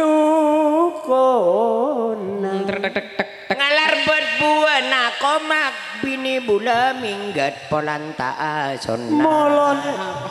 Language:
Madurese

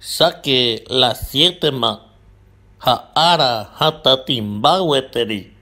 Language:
Guarani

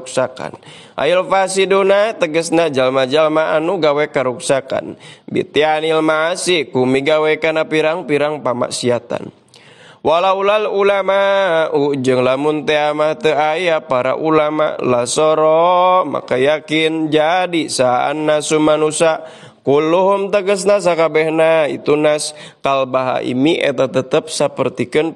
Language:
Sundanese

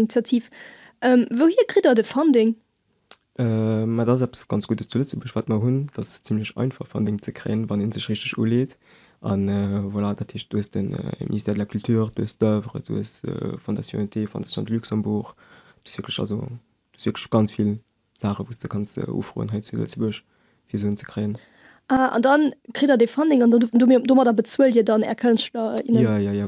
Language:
Luxembourgish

